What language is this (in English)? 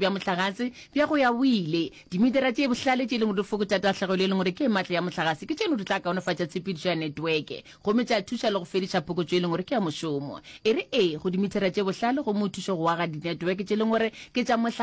Northern Sotho